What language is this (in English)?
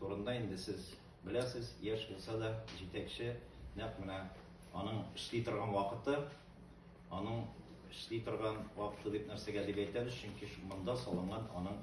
Tatar